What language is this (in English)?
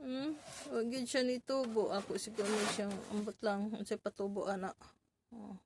Cebuano